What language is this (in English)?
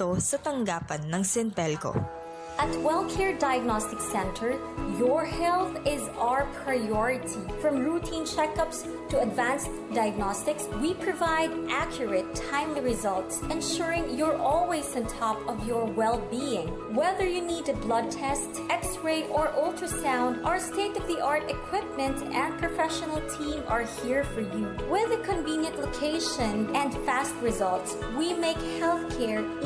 Pangasinan